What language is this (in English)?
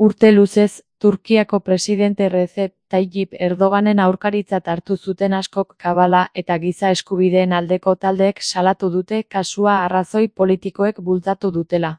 Basque